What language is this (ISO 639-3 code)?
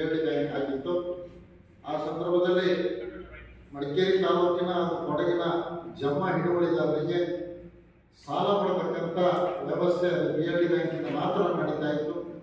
kan